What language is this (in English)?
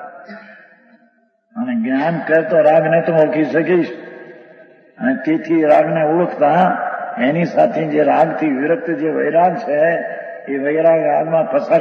Gujarati